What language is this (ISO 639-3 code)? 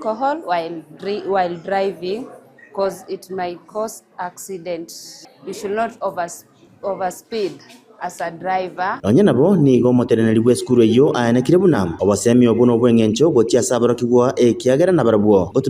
guz